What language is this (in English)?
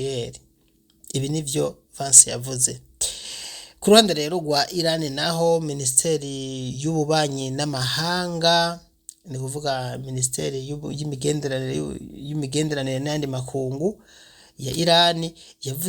Rundi